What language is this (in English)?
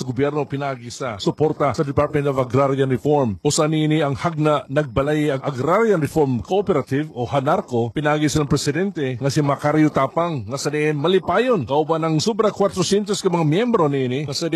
Cebuano